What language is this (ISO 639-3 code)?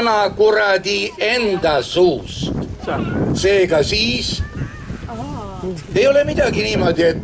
est